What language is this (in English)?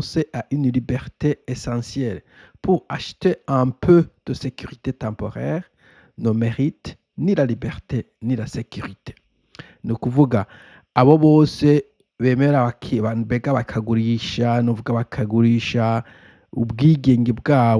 Rundi